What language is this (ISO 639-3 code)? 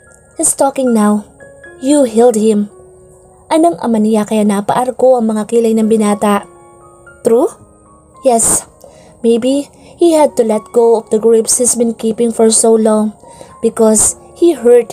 fil